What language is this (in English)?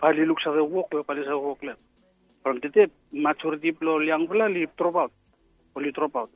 Bislama